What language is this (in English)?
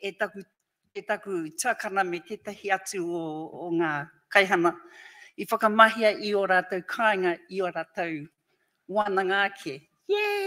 Māori